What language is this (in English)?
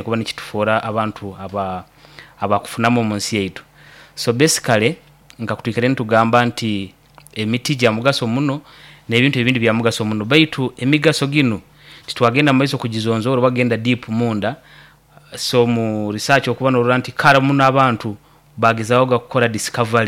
Nyoro